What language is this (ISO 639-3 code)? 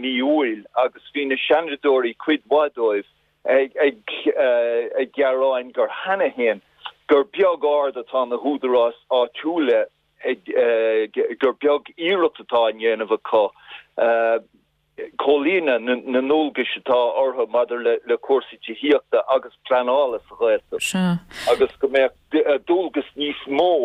gle